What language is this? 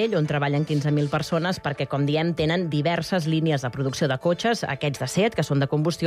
Catalan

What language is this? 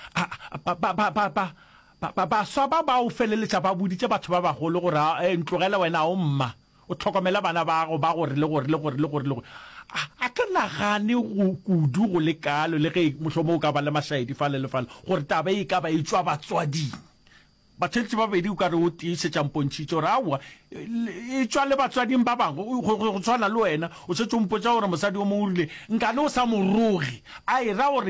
Northern Sotho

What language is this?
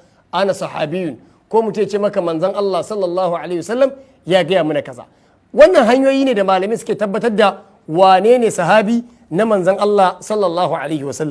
Hausa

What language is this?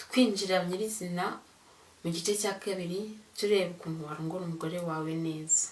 Kinyarwanda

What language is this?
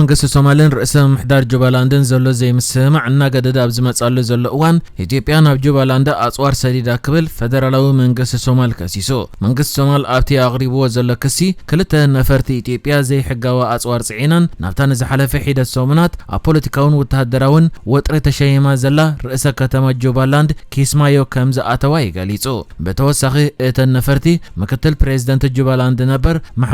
Tigrinya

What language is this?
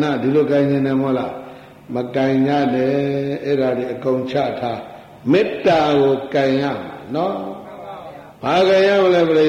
Burmese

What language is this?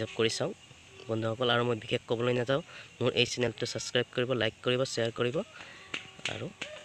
Assamese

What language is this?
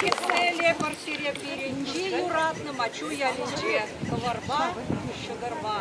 Chuvash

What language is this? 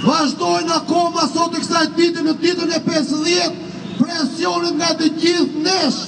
Albanian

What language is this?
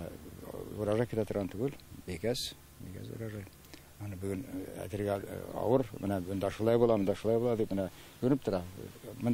Tatar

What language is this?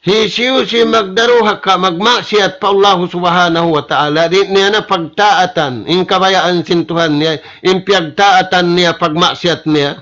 Tausug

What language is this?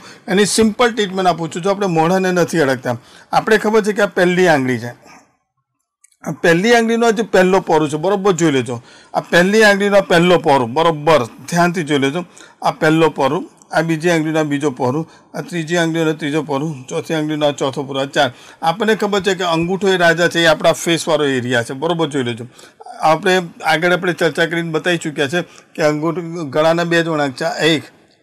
Gujarati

